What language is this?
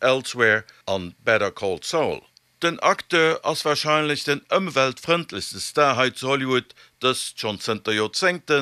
Luxembourgish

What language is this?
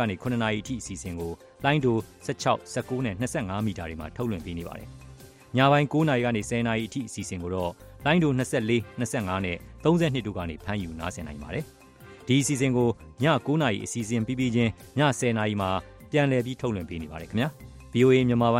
Burmese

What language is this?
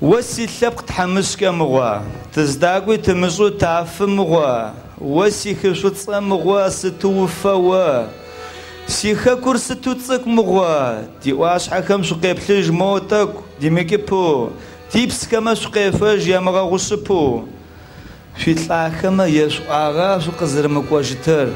Adyghe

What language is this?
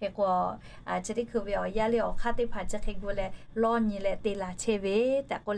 Lahu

